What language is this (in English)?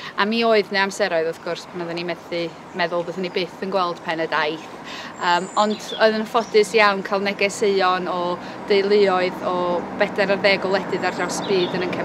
Welsh